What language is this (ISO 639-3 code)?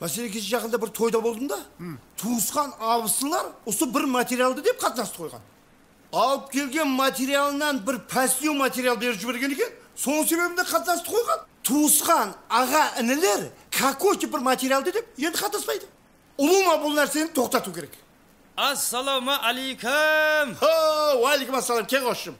kaa